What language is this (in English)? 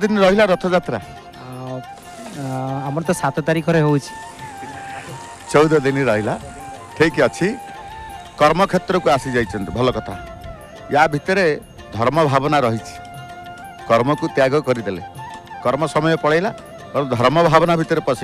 Odia